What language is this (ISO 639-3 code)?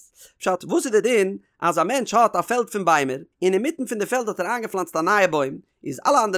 yid